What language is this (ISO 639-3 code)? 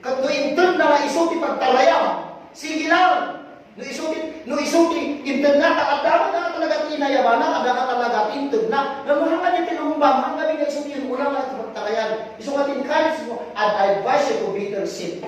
ilo